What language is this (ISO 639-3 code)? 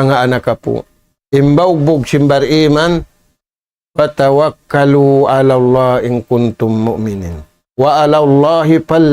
tsg